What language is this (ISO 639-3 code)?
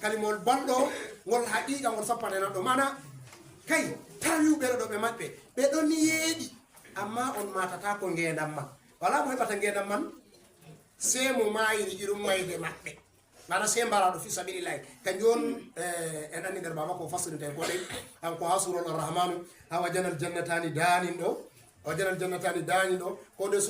ful